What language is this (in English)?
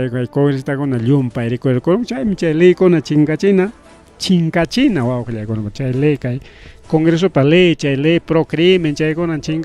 Ayacucho Quechua